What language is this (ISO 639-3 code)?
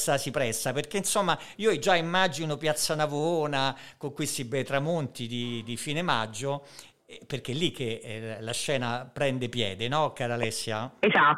ita